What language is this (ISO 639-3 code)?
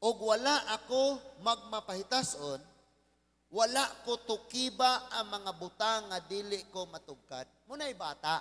ceb